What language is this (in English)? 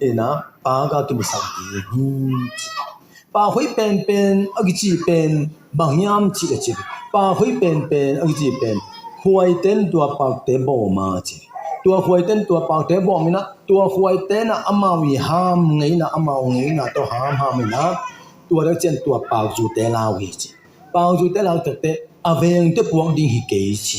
Tedim Chin